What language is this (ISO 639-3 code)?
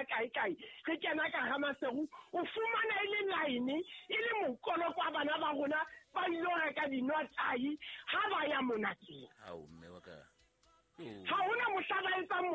sot